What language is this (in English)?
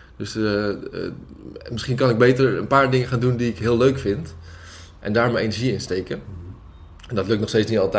Dutch